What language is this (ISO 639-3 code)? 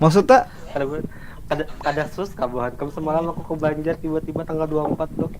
bjn